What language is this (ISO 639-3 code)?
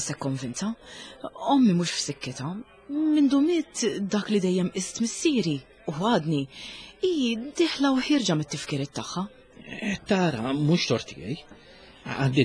mlt